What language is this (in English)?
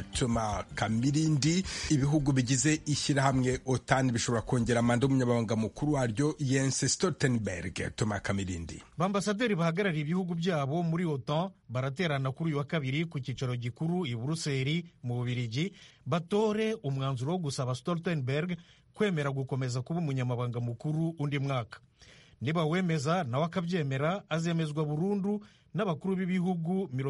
Kinyarwanda